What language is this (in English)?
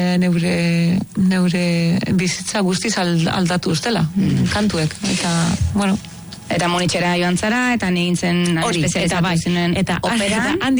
Basque